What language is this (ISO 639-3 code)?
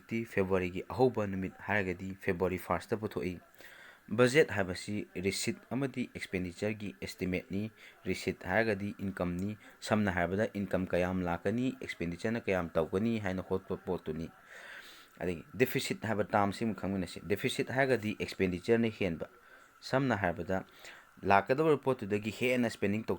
mni